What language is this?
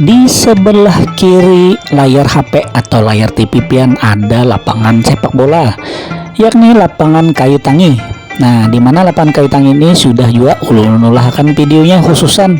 Banjar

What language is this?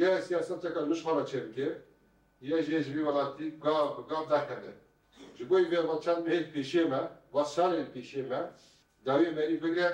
Kurdish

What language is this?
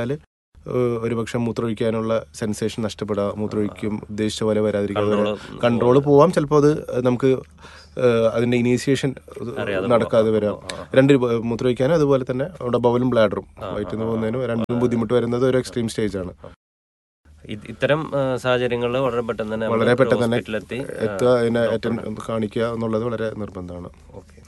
Malayalam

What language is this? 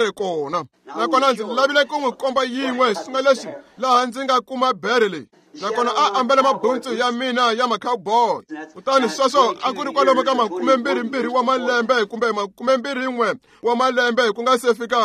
Tsonga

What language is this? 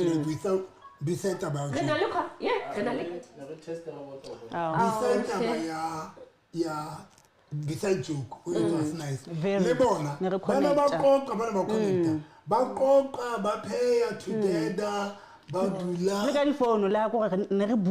Southern Sotho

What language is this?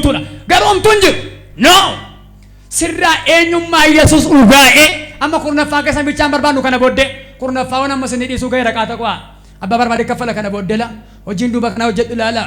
Oromo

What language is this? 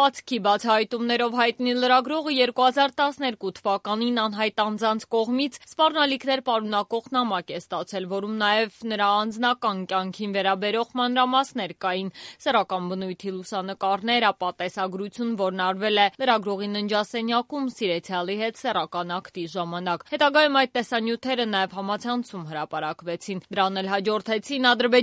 Armenian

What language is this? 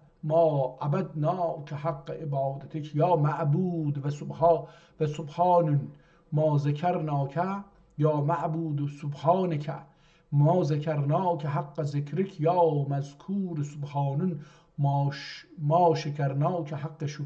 South Azerbaijani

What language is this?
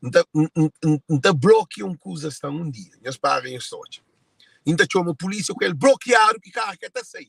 Kabuverdianu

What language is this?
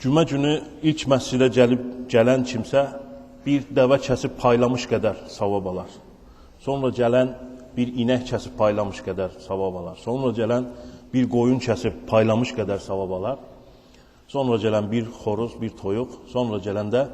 Azerbaijani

